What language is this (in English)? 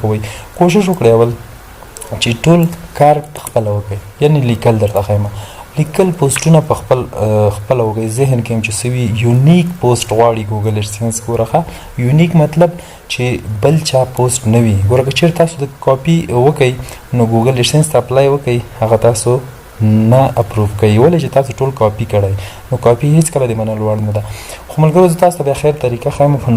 Pashto